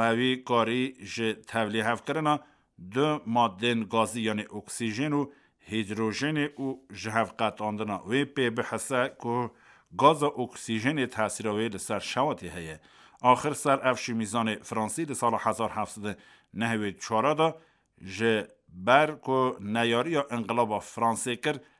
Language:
Kurdish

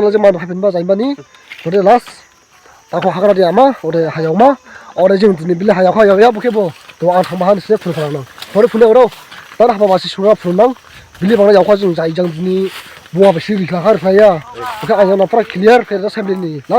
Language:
Dimasa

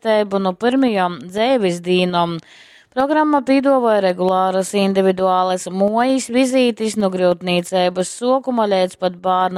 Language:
Latgalian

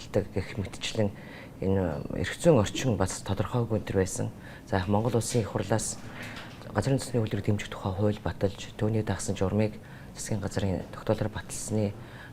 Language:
Mongolian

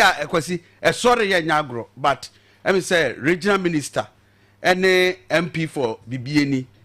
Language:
Akan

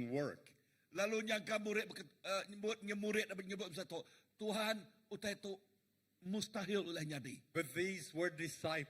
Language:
Iban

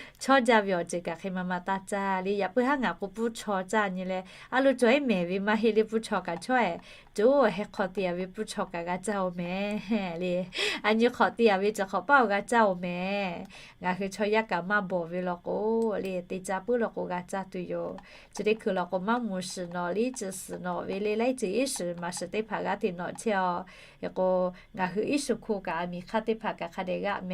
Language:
Lahu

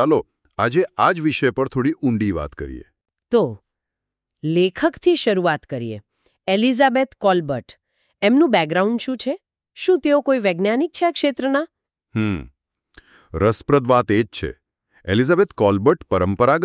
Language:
Gujarati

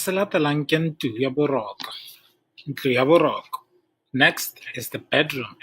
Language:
Tswana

